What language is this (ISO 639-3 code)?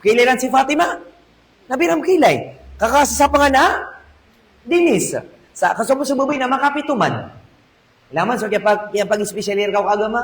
mrw